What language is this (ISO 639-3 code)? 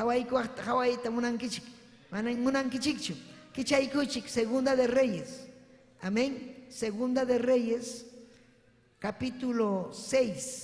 quy